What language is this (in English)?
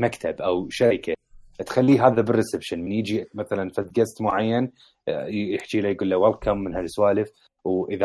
Mesopotamian Arabic